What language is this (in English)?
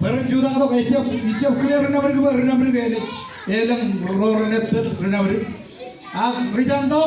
Marshallese